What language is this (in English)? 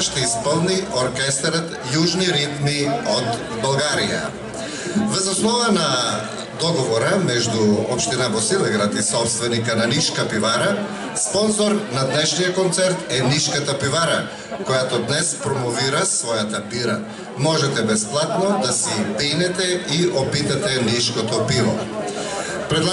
Bulgarian